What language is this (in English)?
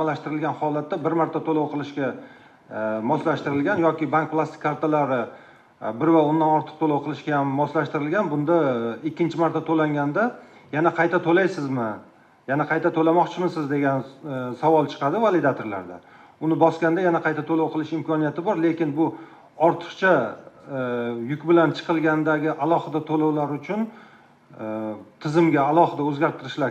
Uzbek